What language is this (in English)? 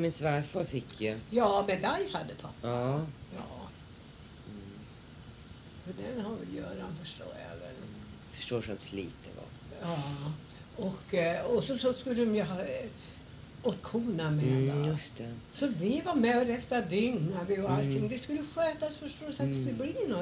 Swedish